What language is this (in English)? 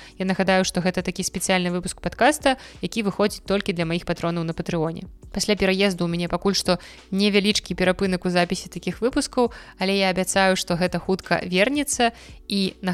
Belarusian